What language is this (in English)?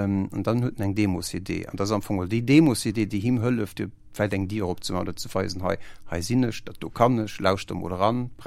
Luxembourgish